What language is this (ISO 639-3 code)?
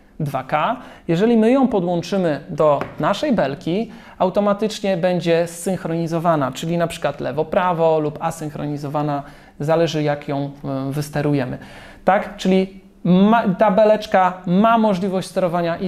pol